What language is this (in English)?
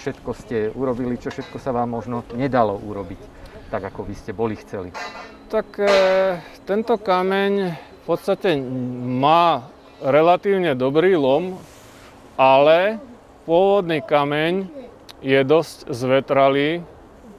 Slovak